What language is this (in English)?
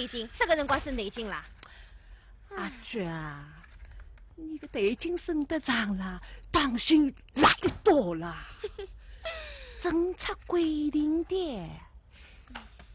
Wu Chinese